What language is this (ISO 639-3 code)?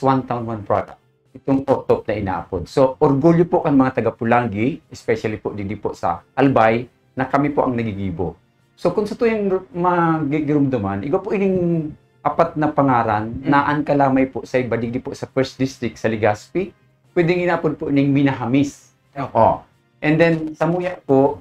bik